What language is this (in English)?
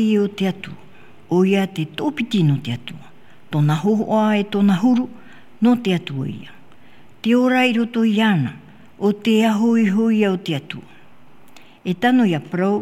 Tahitian